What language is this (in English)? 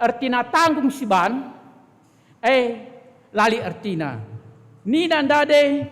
Batak Karo